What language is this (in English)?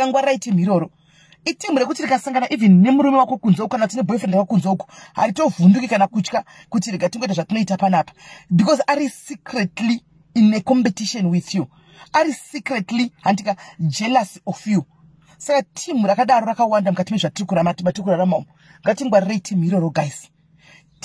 Shona